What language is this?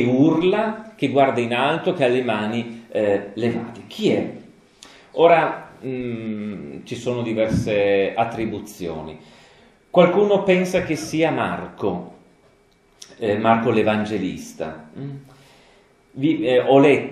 Italian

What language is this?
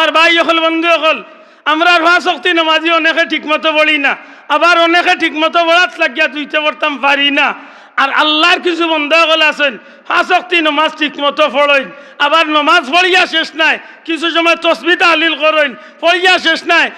Sylheti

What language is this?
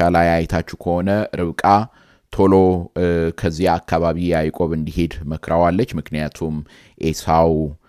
Amharic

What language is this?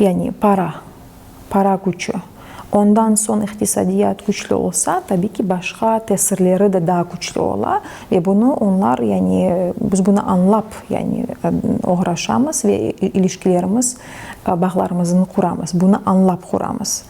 Crimean Tatar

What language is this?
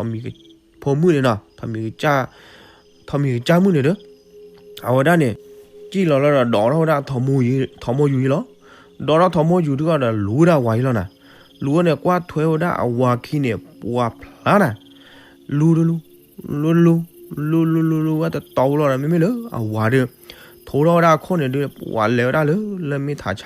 S'gaw Karen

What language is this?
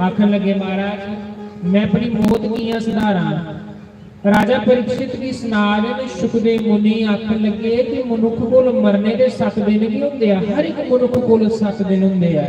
Dogri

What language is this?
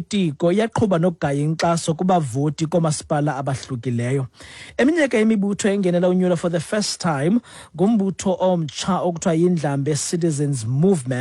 Xhosa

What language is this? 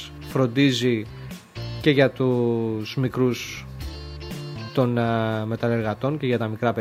Greek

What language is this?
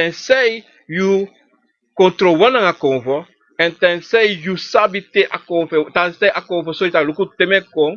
Sranan Tongo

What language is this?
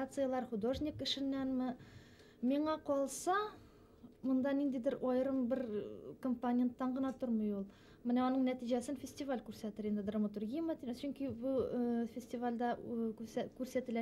Bashkir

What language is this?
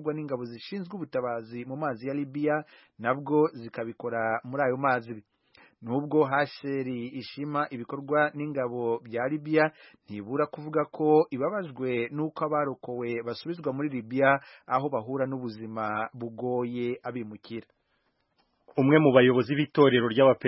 Kinyarwanda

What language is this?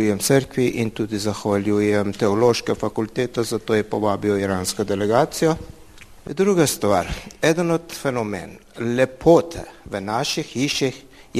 Slovenian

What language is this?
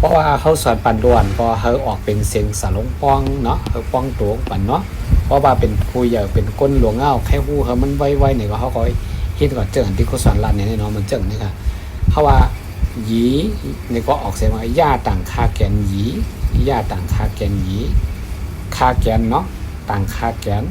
Shan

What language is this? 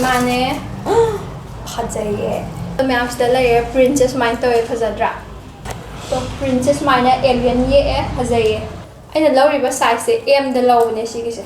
Manipuri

